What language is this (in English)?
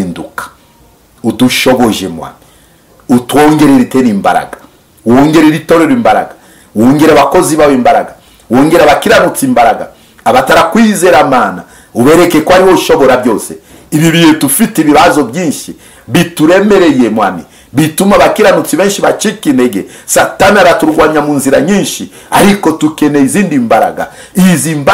Kinyarwanda